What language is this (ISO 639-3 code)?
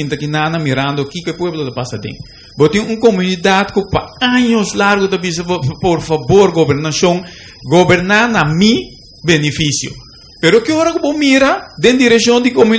pap